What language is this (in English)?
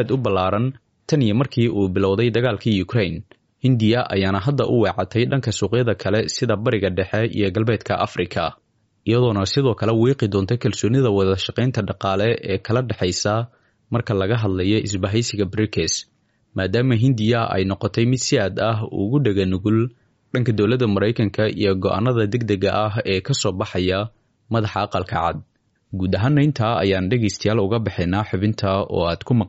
Somali